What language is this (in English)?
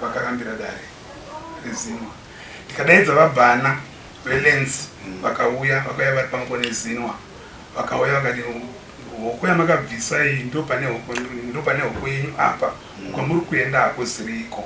Shona